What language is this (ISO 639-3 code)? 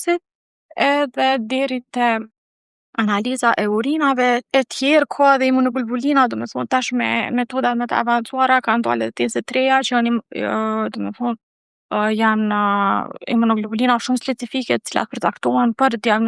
sqi